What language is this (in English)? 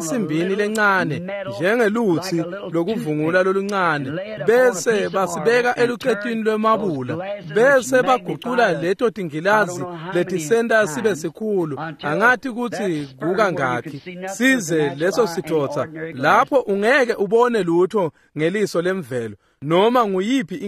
Swati